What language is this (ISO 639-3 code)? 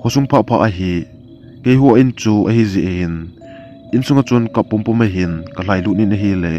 tcz